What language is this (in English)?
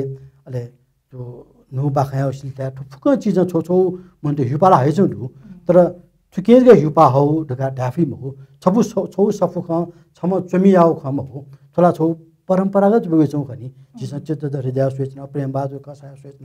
Newari